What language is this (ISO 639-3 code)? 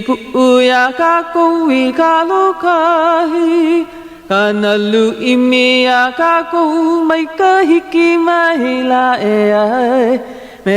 haw